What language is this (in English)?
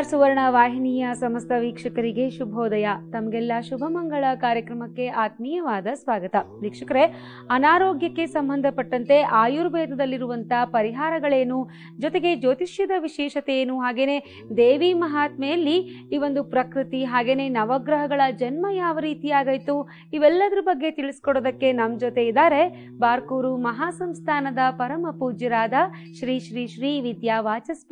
Kannada